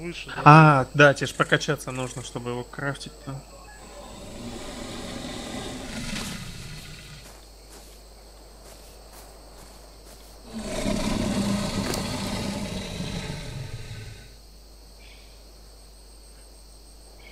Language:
Russian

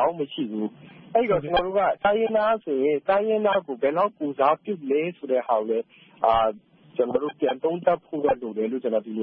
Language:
Burmese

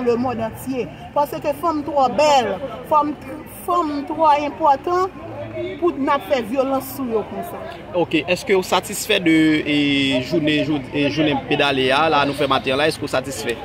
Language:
Haitian Creole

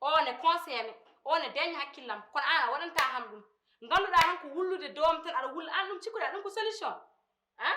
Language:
Fula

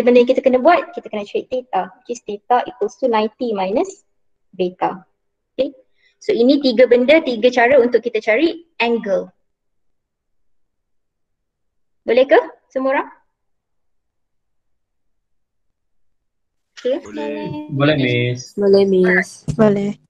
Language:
Malay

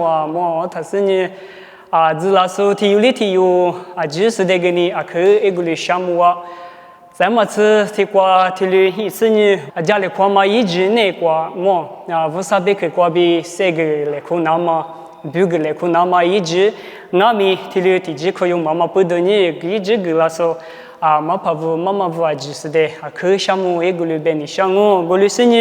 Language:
Lisu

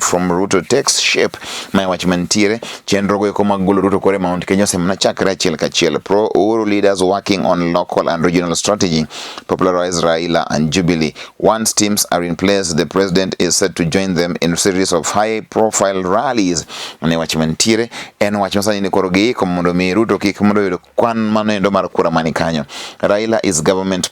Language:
Luo (Kenya and Tanzania)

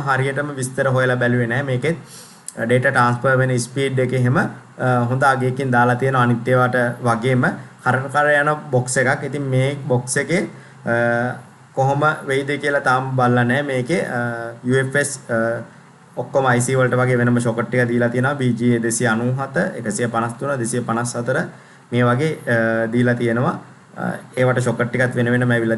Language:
Sinhala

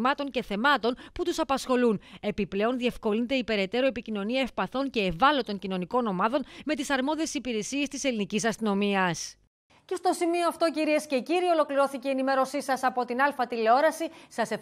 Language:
Greek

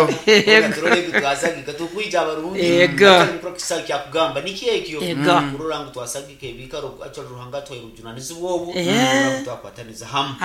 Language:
Nyoro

